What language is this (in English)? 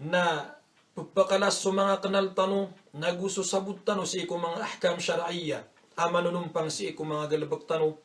Maranao